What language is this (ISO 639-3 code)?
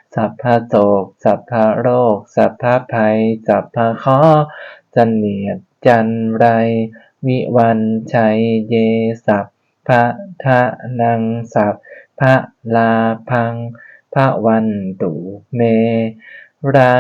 pli